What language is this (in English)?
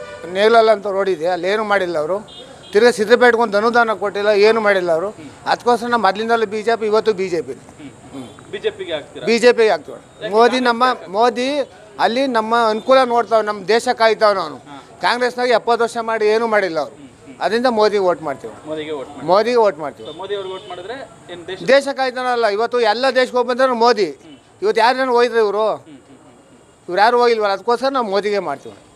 Kannada